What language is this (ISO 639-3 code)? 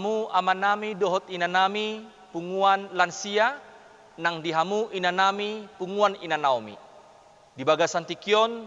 bbc